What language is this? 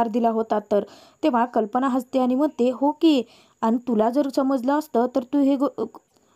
Marathi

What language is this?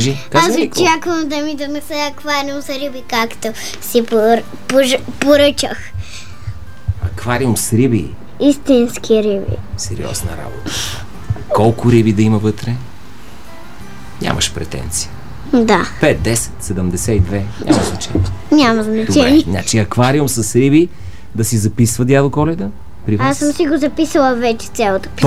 Bulgarian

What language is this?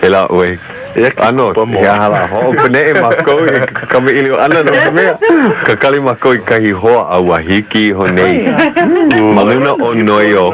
Hawaiian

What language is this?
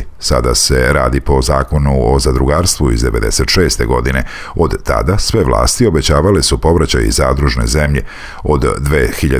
Serbian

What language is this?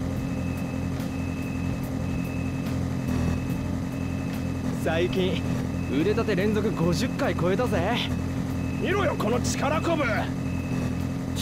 Japanese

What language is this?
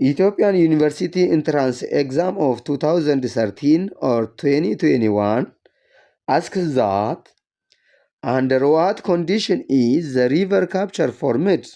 English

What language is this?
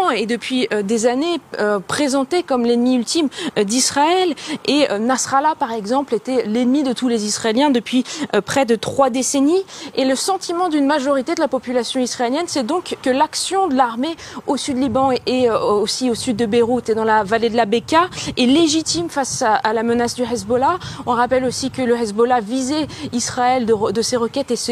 French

